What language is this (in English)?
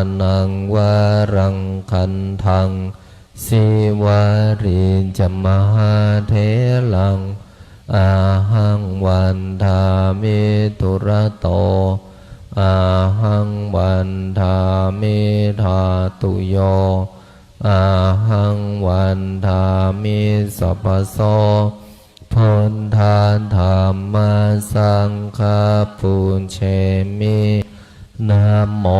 Pali